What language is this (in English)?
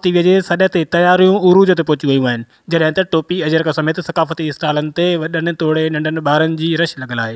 Sindhi